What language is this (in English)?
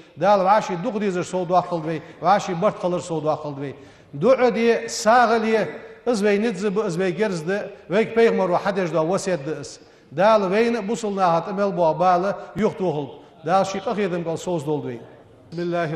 Ingush